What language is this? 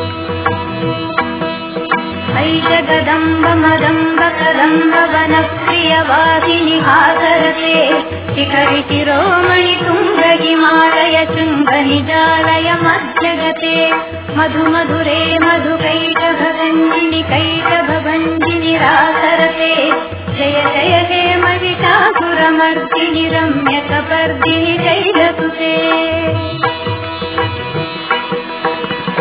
Kannada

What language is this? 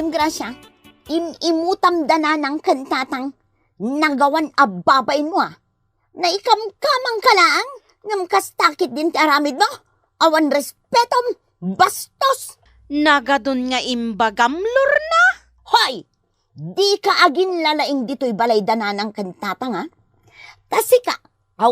Iloko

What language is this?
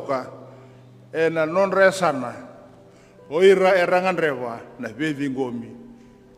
Fijian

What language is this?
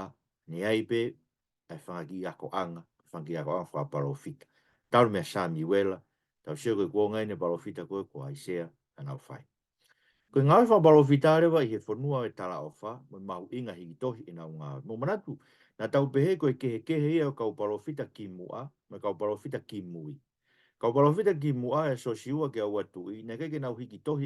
Tongan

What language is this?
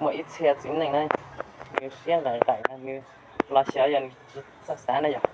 Hmong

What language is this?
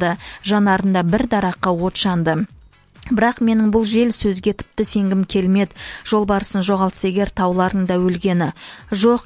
Kazakh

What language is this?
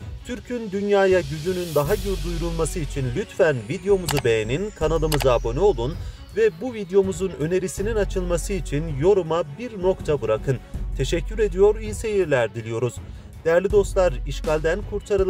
Turkish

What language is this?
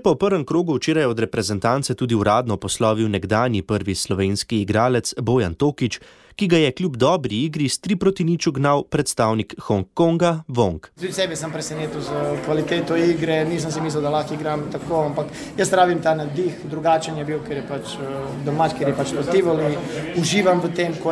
Slovenian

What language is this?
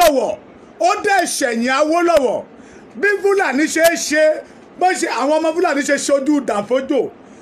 Yoruba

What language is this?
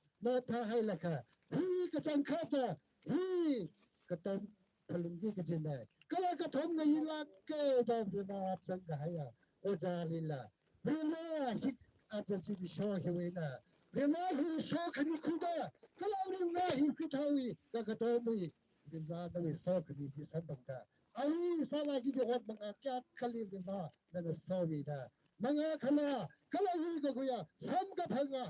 Tangkhul Naga (India)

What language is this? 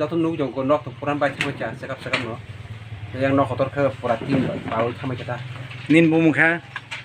Kok Borok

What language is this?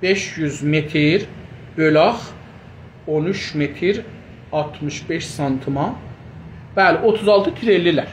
South Azerbaijani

